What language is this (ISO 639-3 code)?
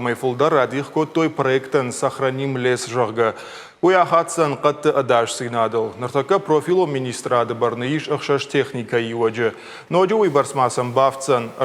oss